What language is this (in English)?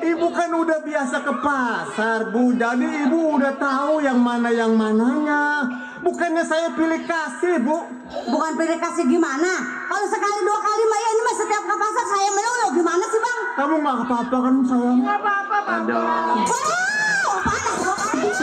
Betawi